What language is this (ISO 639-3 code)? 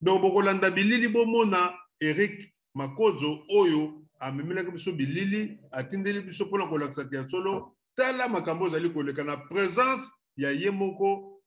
lin